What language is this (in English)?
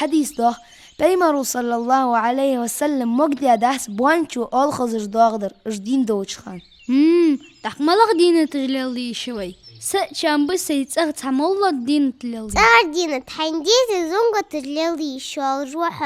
Ingush